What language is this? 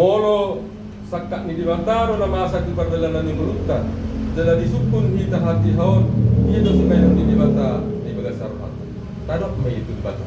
Batak Toba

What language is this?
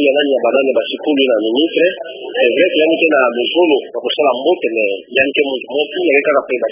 Kituba (Democratic Republic of Congo)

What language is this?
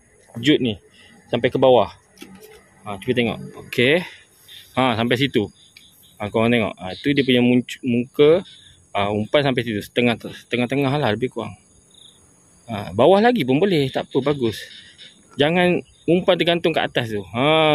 Malay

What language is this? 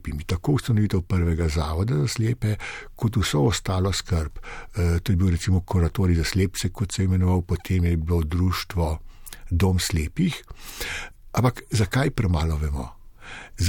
Slovenian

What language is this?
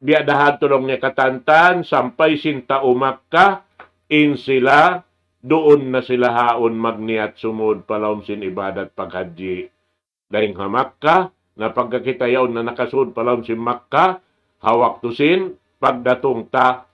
Tausug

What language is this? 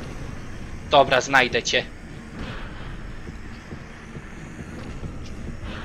Polish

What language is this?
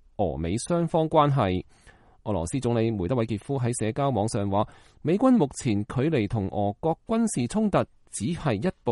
Cantonese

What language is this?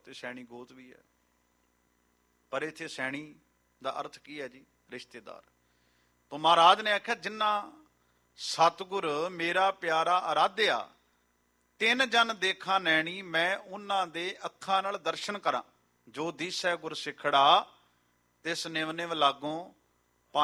Punjabi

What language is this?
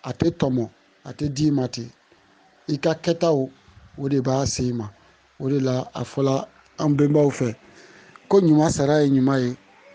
Bambara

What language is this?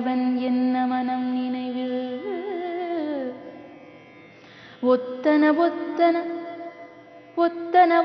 Tamil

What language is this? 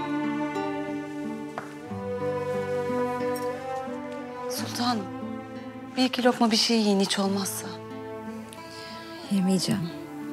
Turkish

